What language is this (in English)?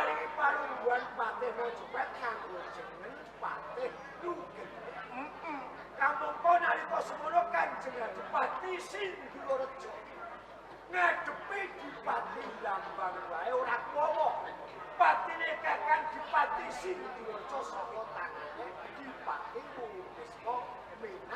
Javanese